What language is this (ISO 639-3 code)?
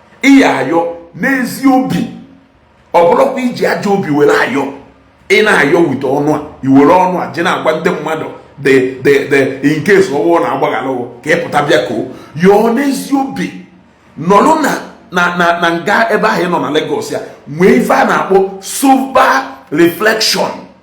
ibo